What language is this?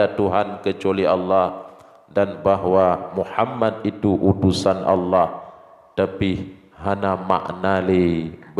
Achinese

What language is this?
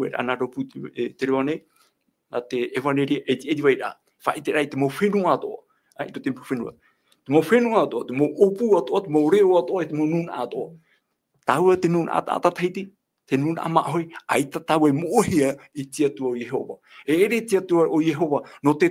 Tahitian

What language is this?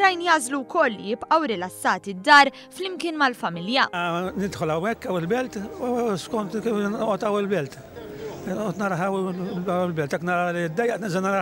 Maltese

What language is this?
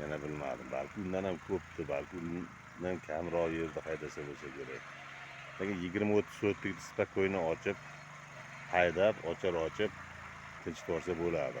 Uzbek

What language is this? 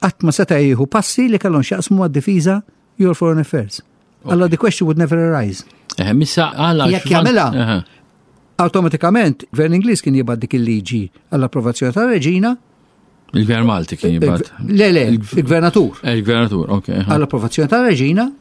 Maltese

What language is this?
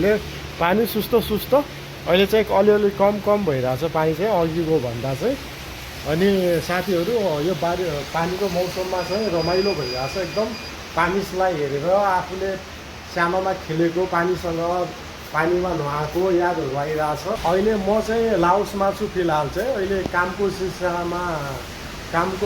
Nepali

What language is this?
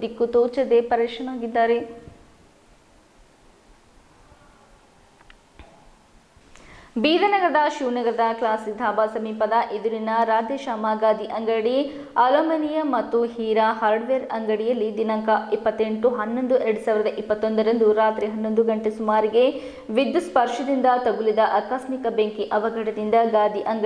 Kannada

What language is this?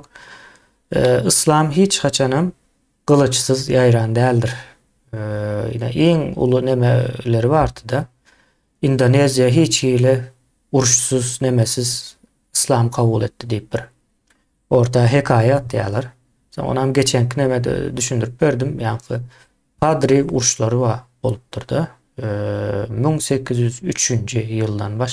Turkmen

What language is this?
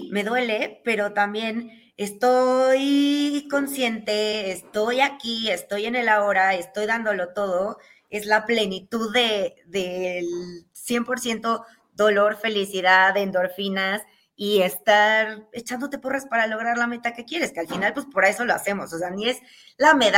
Spanish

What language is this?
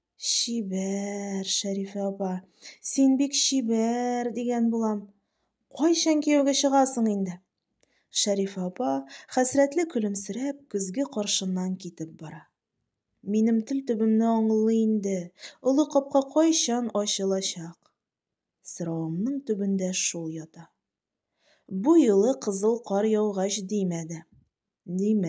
Tatar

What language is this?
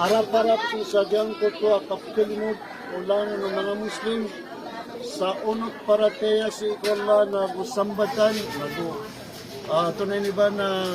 Maranao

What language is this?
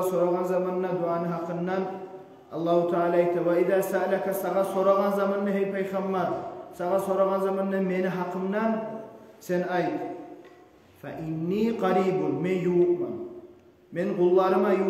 Kumyk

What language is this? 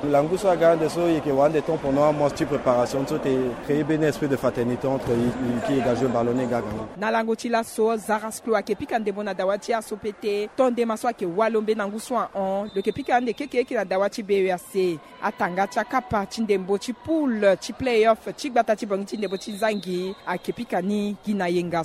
Sango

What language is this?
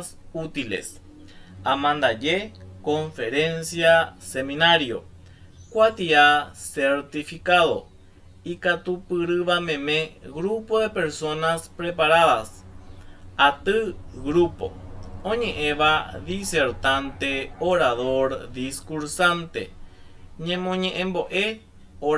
Guarani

